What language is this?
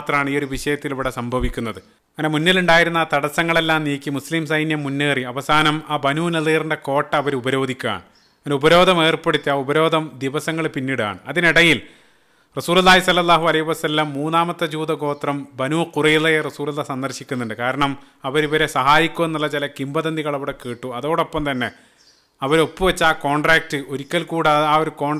Malayalam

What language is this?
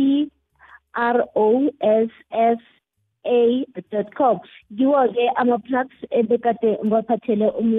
South Ndebele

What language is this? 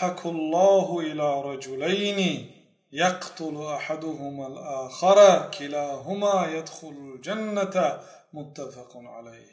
Persian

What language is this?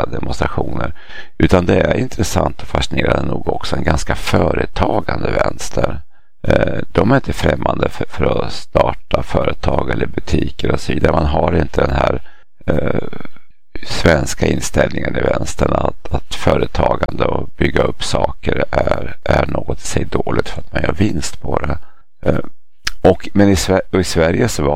Swedish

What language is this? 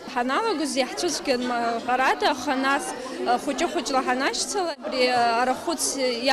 Abkhazian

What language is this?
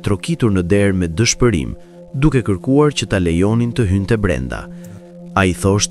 Albanian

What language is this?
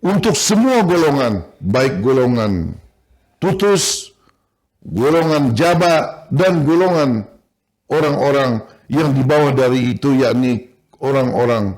Banjar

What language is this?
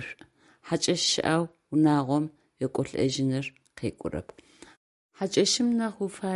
Adyghe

